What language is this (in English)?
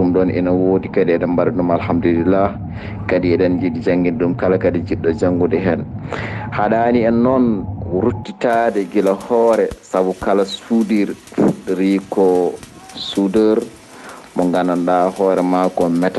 Fula